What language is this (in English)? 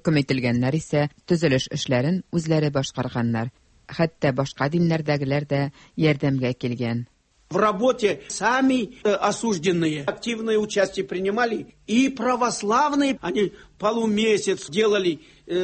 Tatar